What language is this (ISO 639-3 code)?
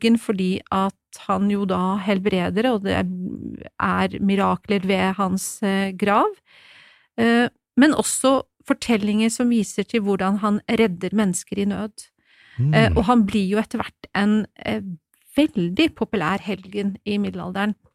nor